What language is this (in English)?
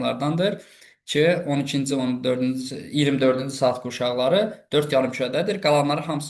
Azerbaijani